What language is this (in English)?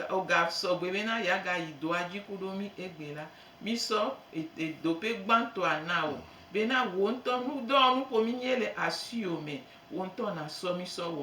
Gen